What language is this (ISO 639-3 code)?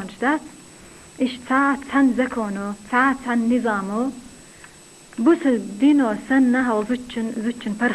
che